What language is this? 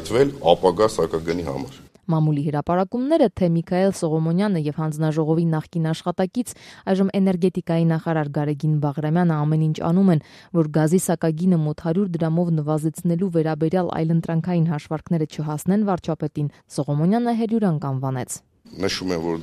Armenian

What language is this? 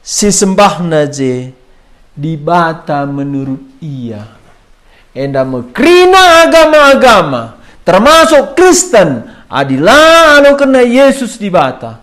Batak Karo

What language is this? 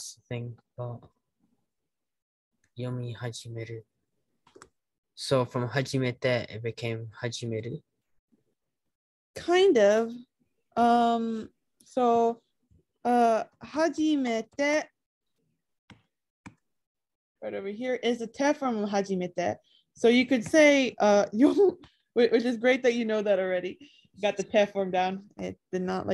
English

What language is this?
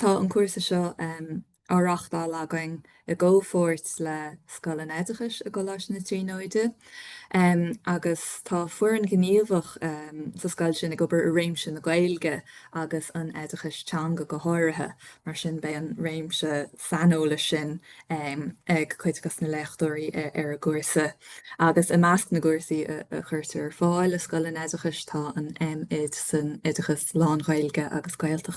Irish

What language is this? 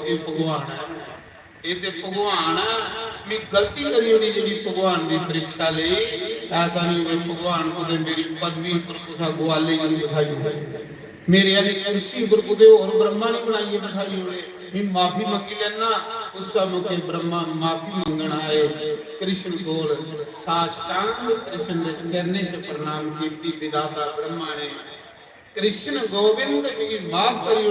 Dogri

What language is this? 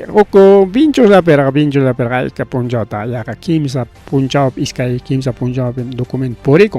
Ayacucho Quechua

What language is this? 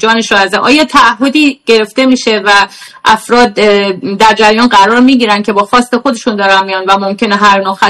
Persian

